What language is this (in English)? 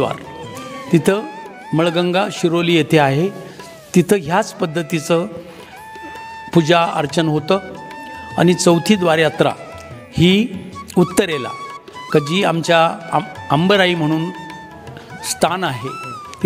Marathi